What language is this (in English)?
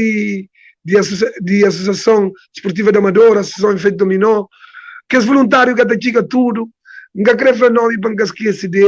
Kabuverdianu